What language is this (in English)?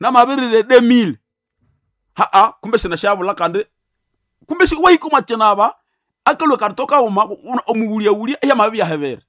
Nande